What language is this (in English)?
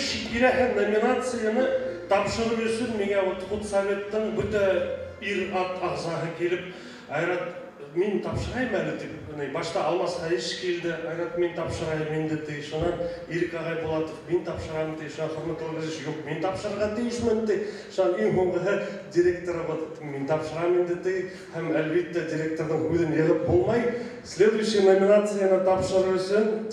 Bashkir